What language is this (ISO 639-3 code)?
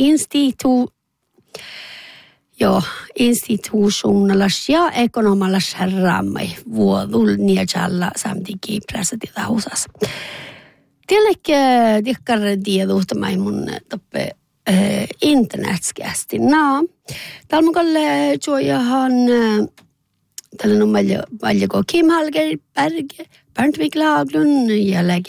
sme